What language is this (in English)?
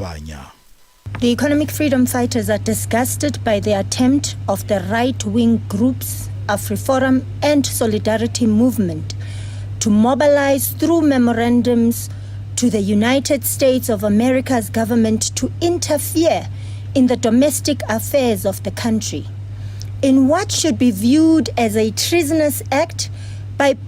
Venda